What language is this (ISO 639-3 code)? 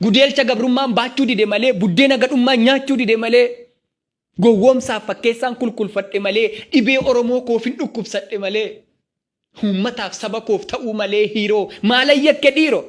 orm